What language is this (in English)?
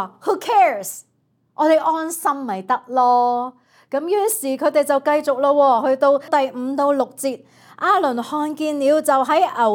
Cantonese